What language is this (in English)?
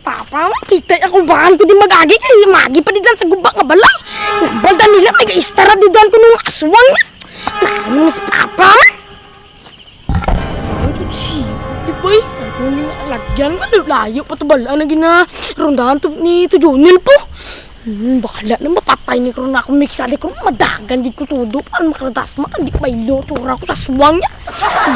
Hiligaynon